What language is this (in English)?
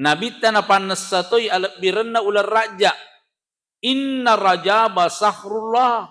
Buginese